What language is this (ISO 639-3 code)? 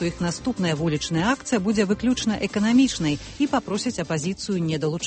bel